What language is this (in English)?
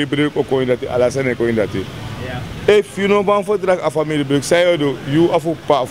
Sranan Tongo